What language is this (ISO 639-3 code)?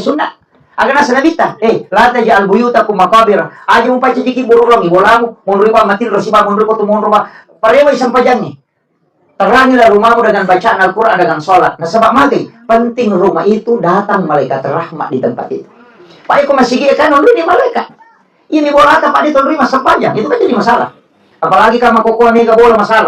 bug